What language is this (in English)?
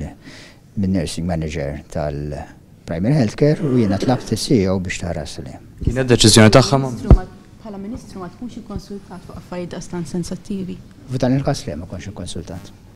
Maltese